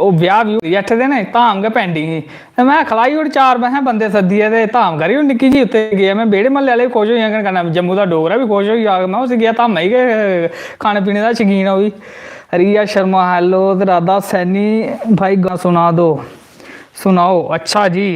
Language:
Dogri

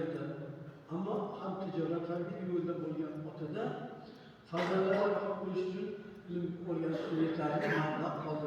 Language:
Uzbek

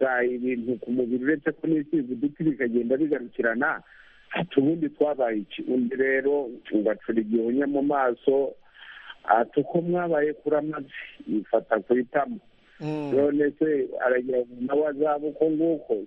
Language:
Kinyarwanda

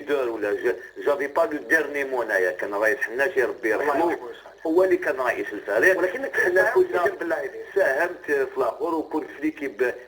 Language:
Algerian Arabic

